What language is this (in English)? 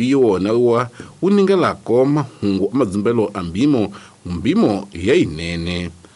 Tsonga